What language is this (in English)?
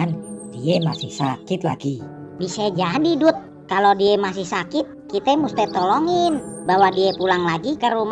Betawi